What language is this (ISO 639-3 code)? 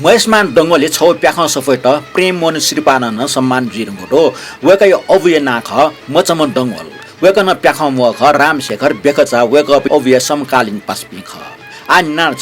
new